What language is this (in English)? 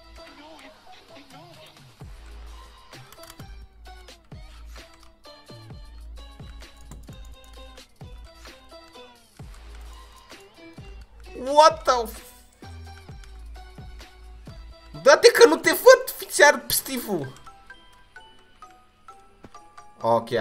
Romanian